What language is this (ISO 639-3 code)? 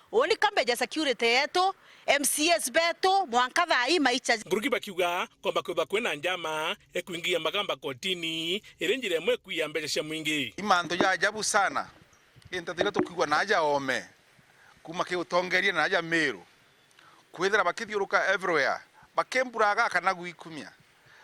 mer